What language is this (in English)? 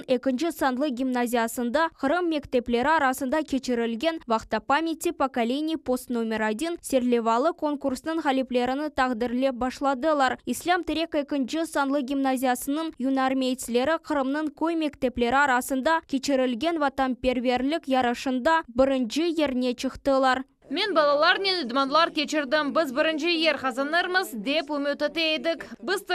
Crimean Tatar